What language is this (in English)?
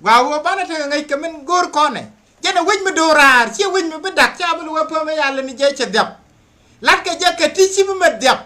Nuer